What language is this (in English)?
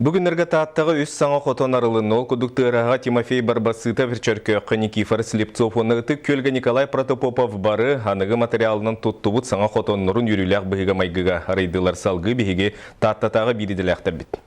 Yakut